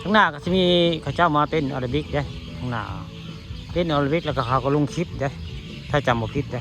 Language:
Northeastern Thai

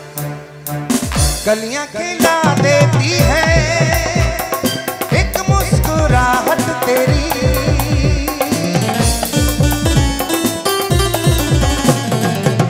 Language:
Hindi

